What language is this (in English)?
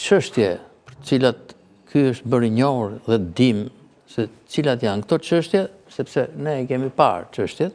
Albanian